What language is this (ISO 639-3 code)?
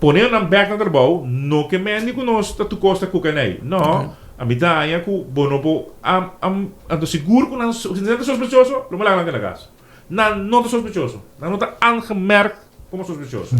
pap